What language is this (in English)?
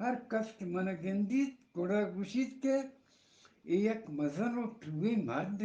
Eastern Balochi